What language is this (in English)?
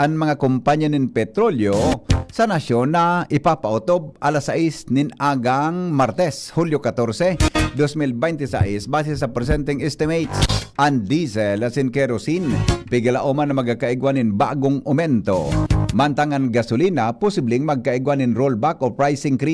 Bikol